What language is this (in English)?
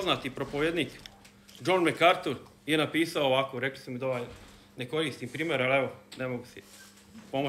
Croatian